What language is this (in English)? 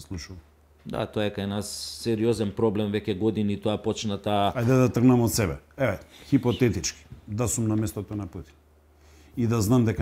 Macedonian